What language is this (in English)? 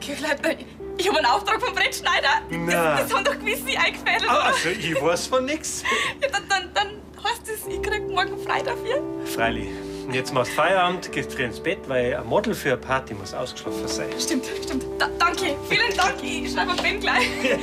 Bavarian